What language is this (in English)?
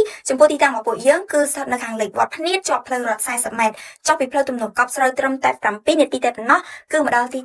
Khmer